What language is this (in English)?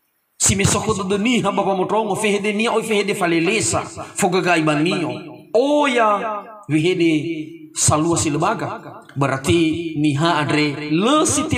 Nias